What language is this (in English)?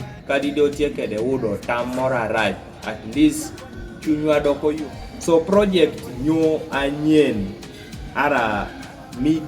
Kumam